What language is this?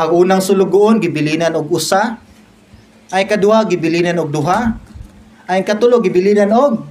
Cebuano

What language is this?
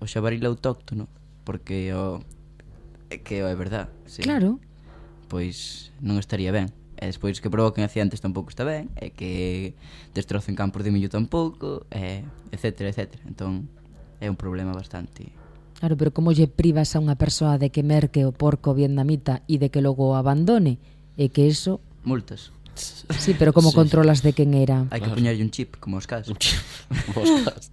Galician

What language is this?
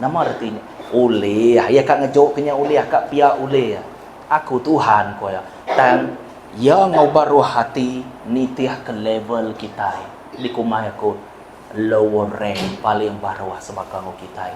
Iban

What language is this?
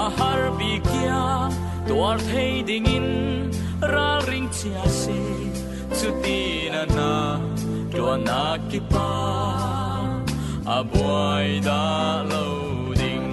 Falam Chin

